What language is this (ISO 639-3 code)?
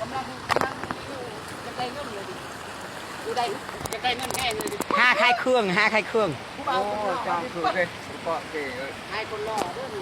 lao